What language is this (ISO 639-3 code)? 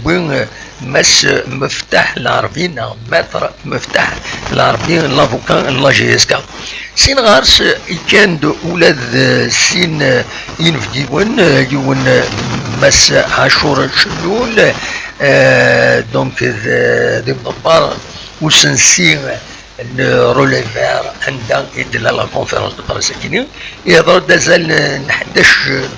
kab